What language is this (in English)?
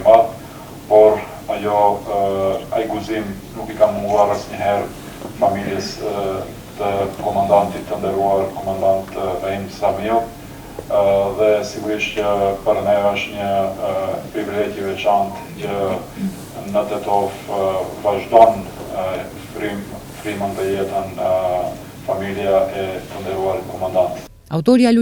Albanian